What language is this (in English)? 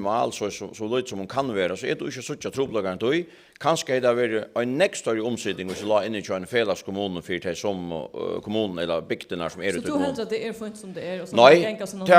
Faroese